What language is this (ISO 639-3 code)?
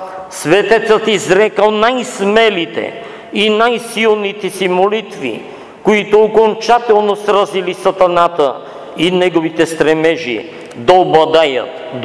bul